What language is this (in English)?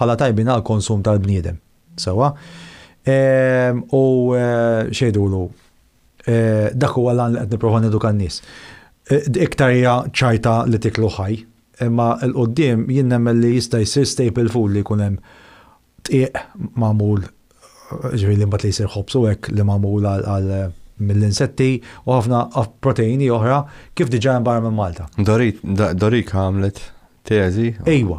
Maltese